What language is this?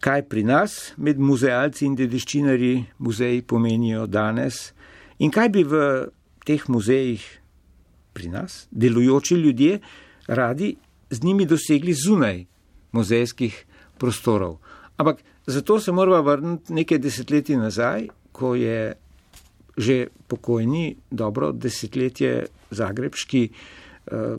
Slovenian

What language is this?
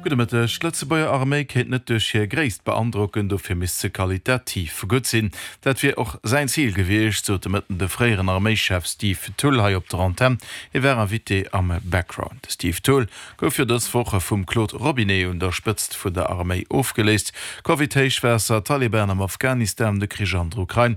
Luxembourgish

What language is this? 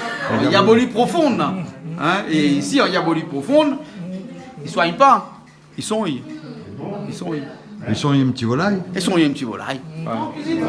Réunion Creole French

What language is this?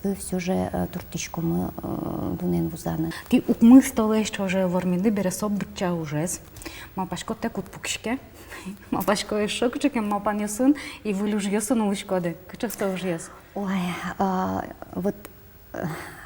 Udmurt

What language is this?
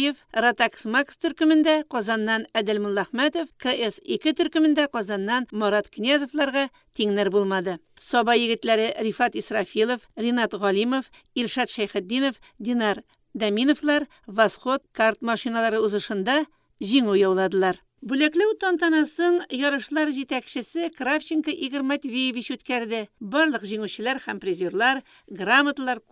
Tatar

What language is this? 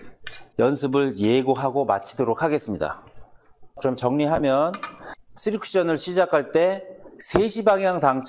Korean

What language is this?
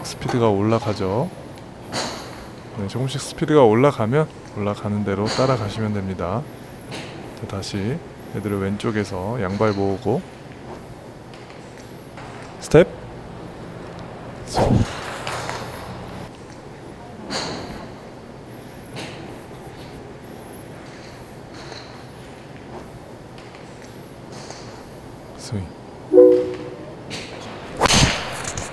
Korean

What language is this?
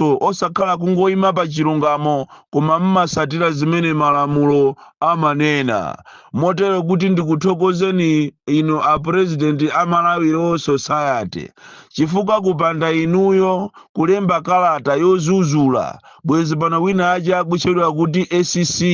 Nyanja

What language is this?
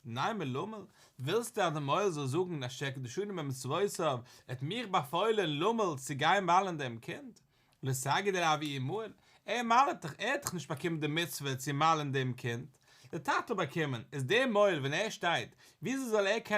Yiddish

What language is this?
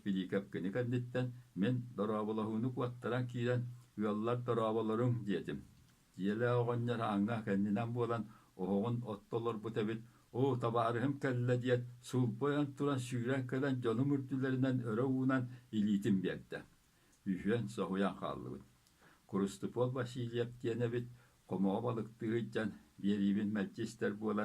Yakut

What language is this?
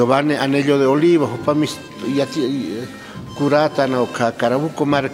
Aymara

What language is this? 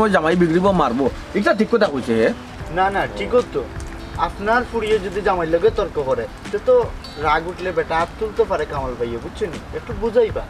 Sylheti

